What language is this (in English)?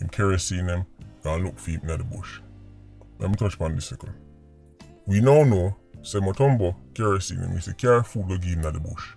Jamaican Creole English